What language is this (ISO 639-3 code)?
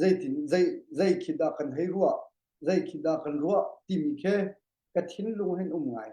cnh